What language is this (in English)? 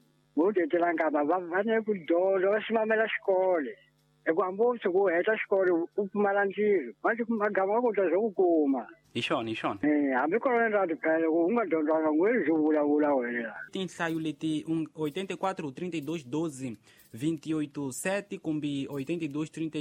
Tsonga